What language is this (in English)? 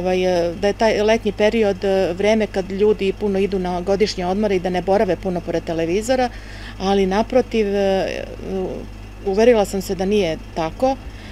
Serbian